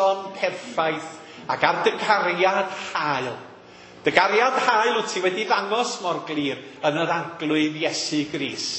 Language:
Welsh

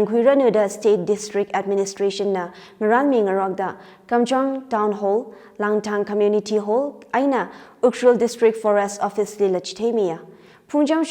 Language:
Tangkhul Naga (India)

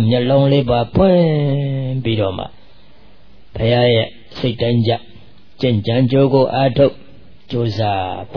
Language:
Burmese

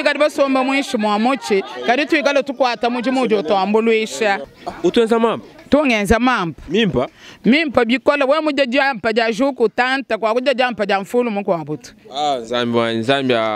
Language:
Luba-Lulua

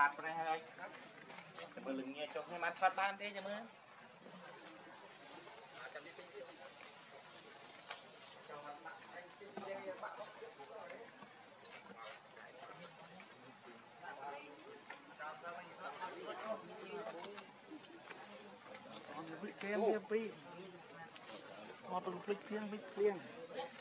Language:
Vietnamese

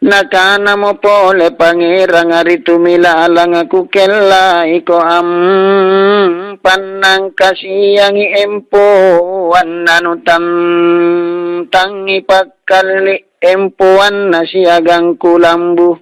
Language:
Makasar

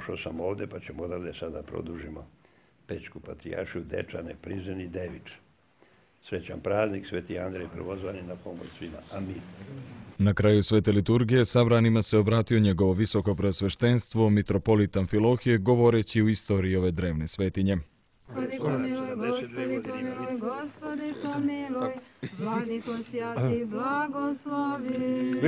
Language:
Serbian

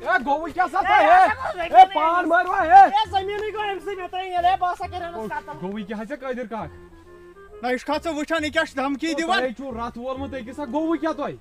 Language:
Kashmiri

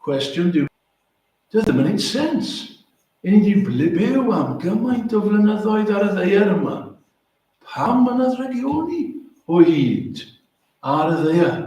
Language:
Welsh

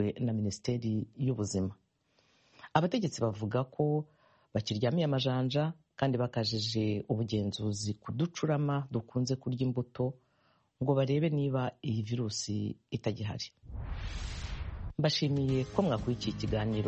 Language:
Kinyarwanda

